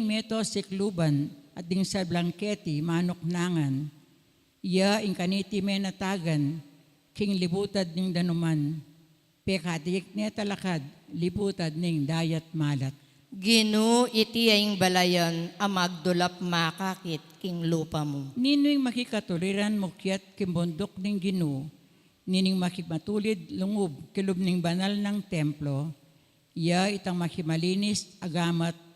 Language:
Pampanga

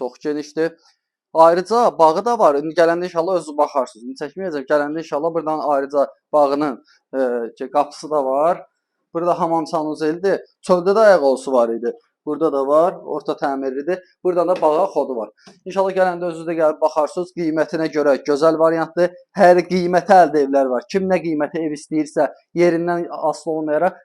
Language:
Azerbaijani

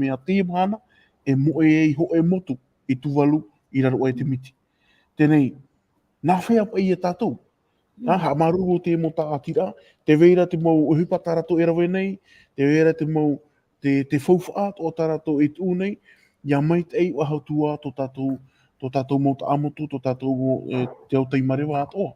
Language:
Tahitian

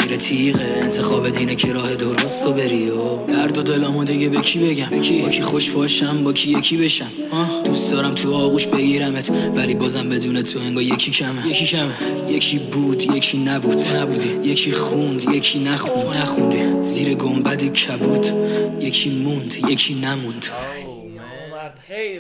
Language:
Persian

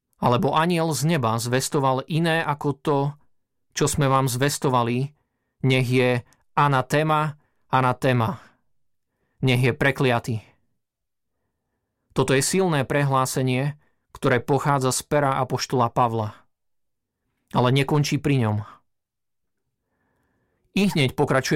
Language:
Slovak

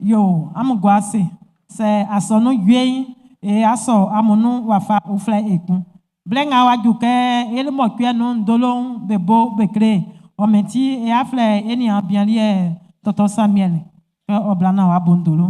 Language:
Baoulé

